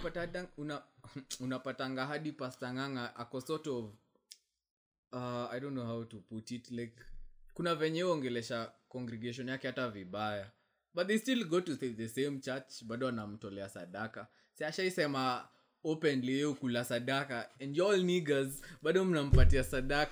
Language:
Swahili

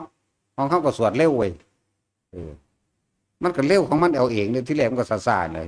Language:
Northeastern Thai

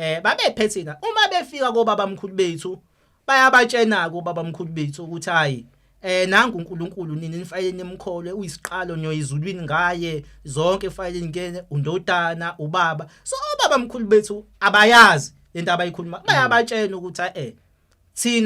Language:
Zulu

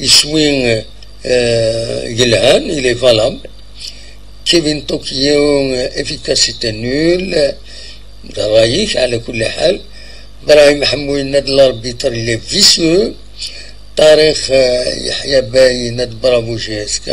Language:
Kabyle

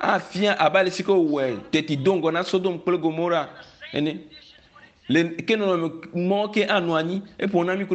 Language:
Ewe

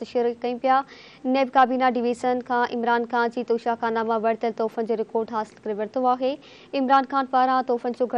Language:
Sindhi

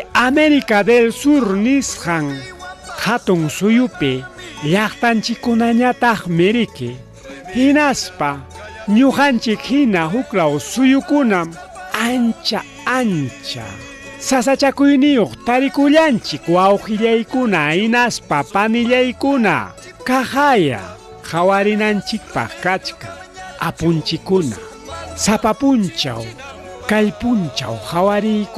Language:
Ayacucho Quechua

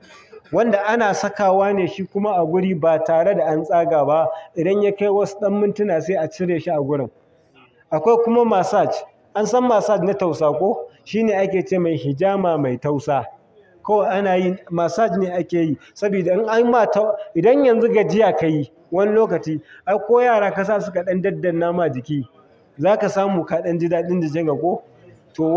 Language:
Hausa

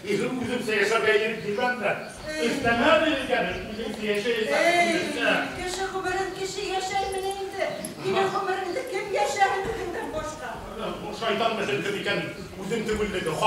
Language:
Bashkir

